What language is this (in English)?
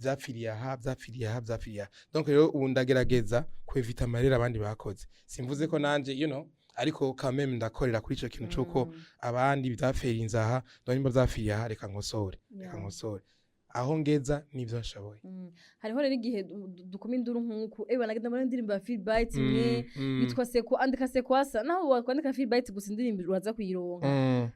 Rundi